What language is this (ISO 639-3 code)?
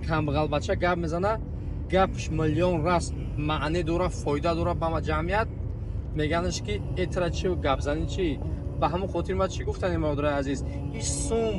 tgk